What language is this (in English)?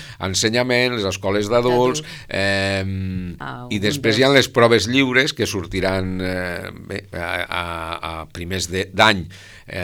Catalan